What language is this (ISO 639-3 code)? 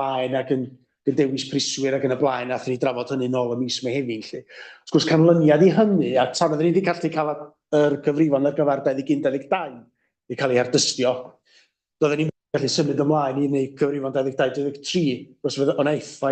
cym